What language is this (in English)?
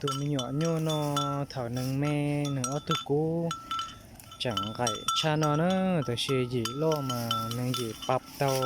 Hmong